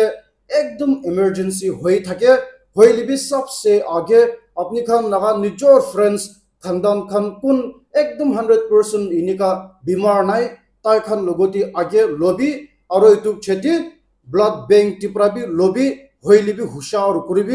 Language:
Naga Pidgin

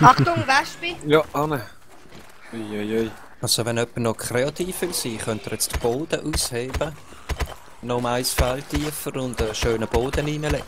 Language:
Swiss German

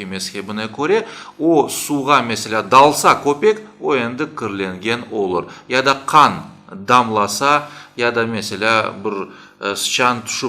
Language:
Crimean Tatar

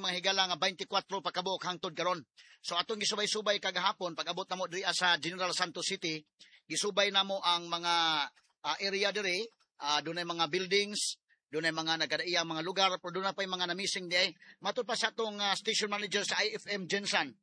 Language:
Cebuano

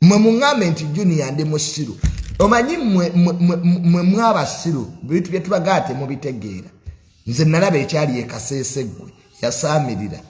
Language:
Ganda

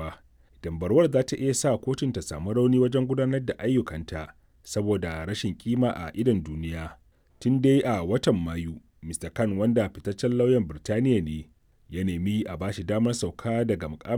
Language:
Hausa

